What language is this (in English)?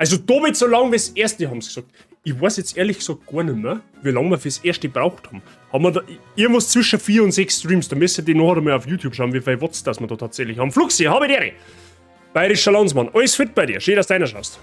Bavarian